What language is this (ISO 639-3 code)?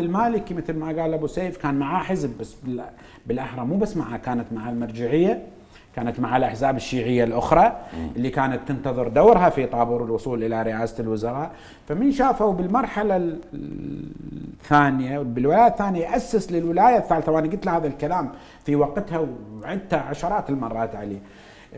acm